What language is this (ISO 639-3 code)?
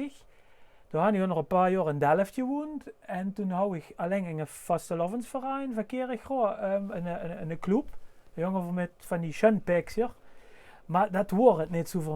lim